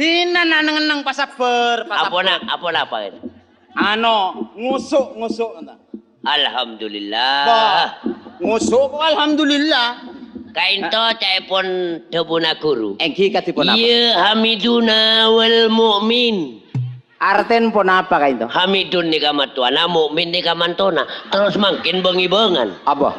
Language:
Madurese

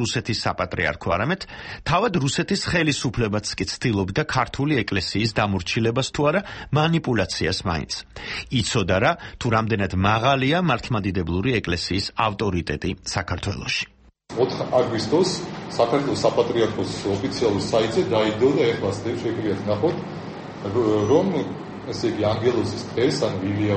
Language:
Georgian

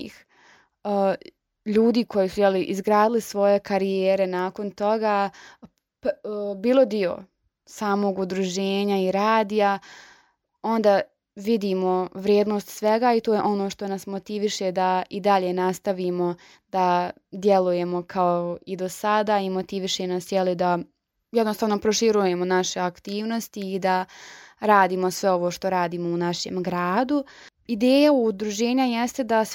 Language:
Croatian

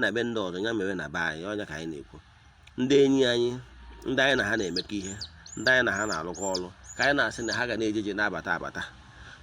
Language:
Igbo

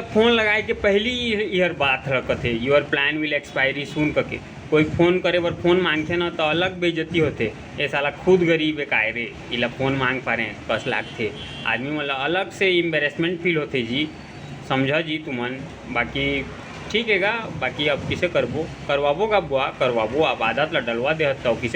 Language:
Chhattisgarhi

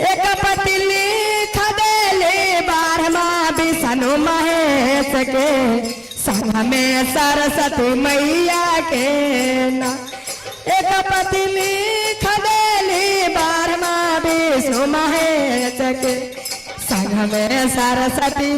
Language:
Magahi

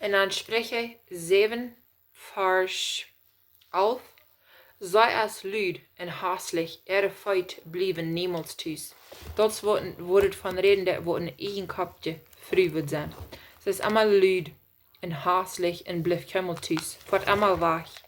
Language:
Plautdietsch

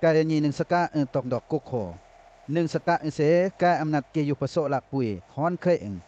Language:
Western Lawa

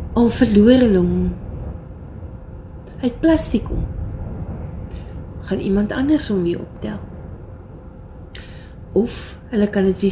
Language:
Afrikaans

